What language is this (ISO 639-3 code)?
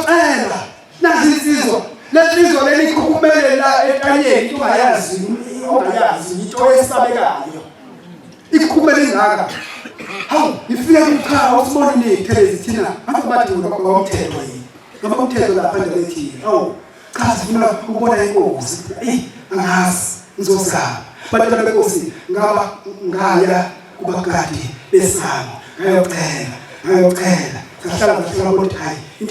zul